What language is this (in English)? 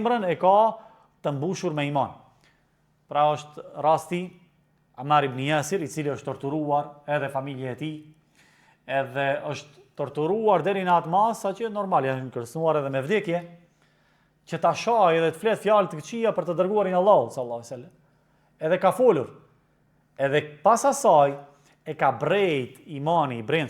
Albanian